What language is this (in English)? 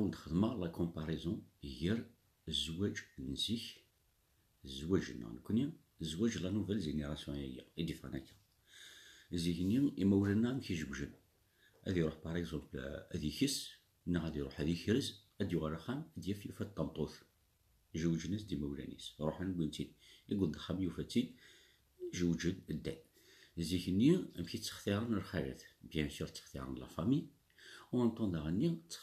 Kabyle